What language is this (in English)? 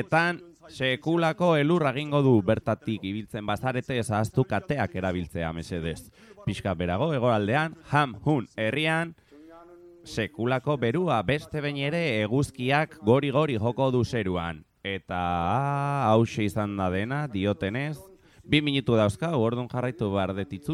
Basque